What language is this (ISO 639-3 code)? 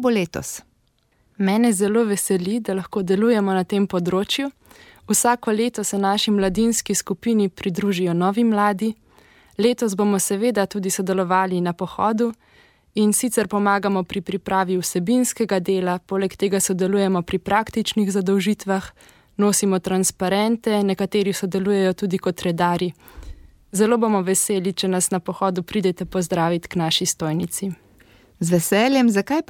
slv